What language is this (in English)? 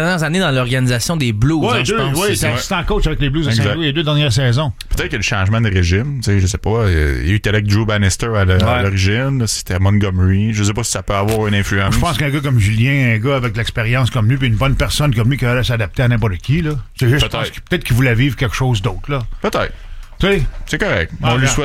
French